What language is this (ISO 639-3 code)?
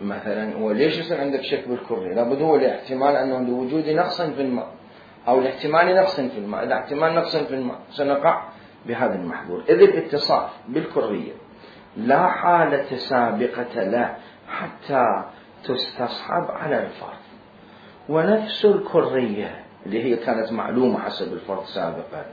acm